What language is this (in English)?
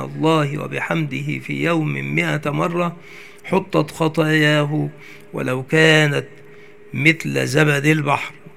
Arabic